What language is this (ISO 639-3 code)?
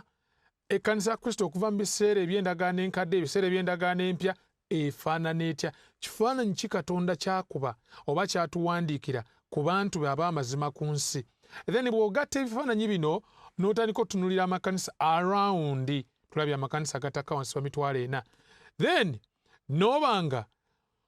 lug